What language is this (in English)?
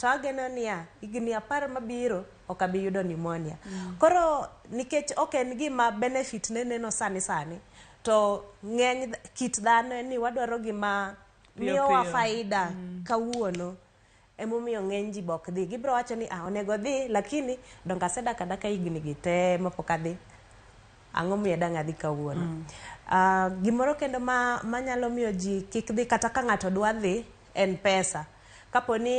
Luo (Kenya and Tanzania)